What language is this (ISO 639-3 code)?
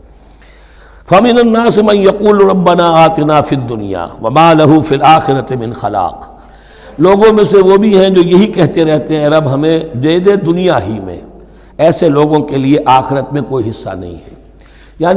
urd